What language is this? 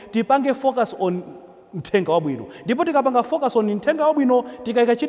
Nyanja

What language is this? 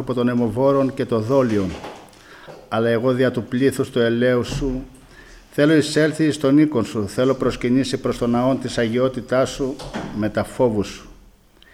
Greek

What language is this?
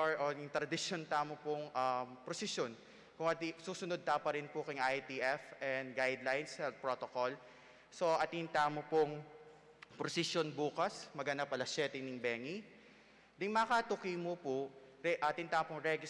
Pampanga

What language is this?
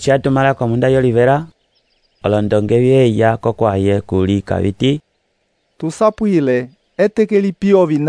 Umbundu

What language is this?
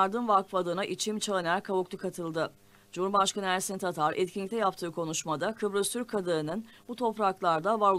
Turkish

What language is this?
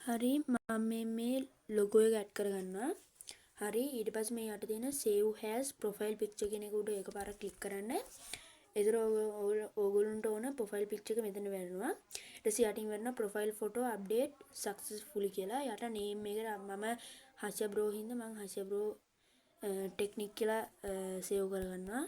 Sinhala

